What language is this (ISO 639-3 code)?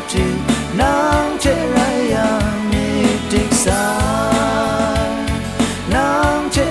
kac